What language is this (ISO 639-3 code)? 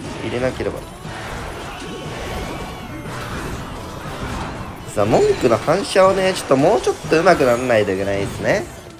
jpn